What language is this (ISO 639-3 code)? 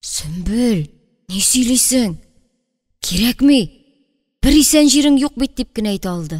tat